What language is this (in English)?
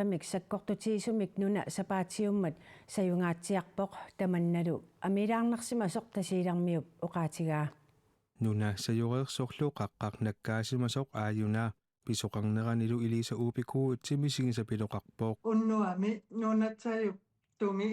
Kalaallisut